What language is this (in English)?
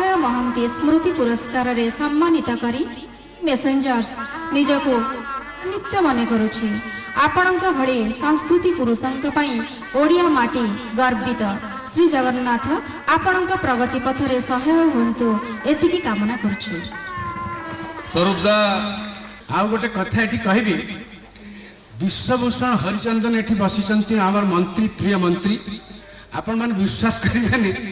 Odia